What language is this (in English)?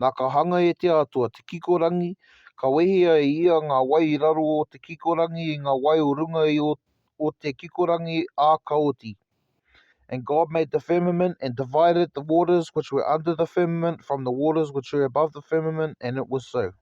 Māori